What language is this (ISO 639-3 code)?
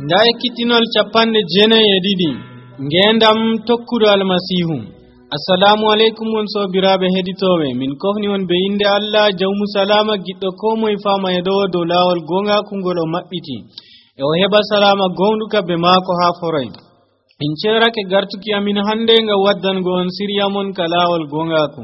fuv